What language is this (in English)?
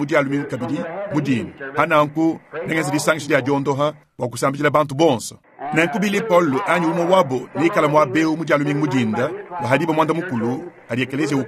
Luba-Lulua